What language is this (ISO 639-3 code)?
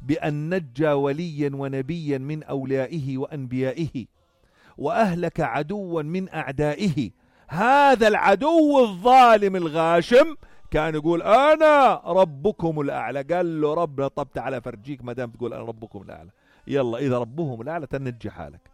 apc